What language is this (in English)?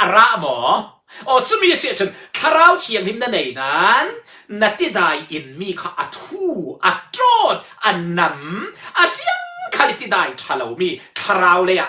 Falam Chin